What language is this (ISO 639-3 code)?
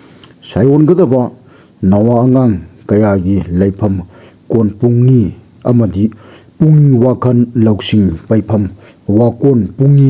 mni